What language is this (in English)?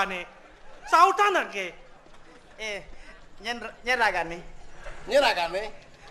Balinese